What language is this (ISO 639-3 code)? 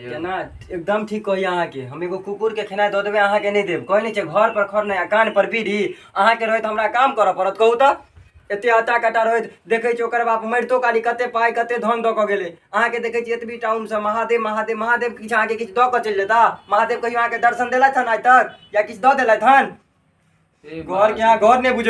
mai